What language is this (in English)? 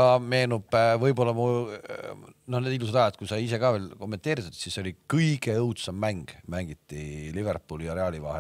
Estonian